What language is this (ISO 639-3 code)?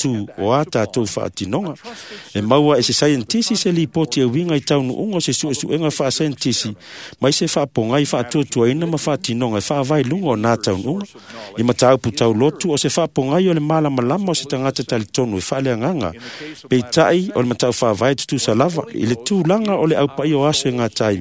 smo